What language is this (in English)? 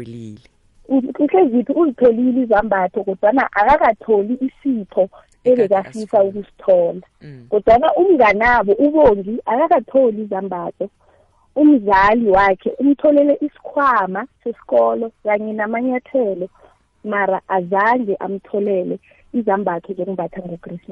South Ndebele